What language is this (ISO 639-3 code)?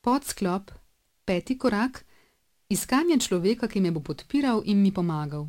slv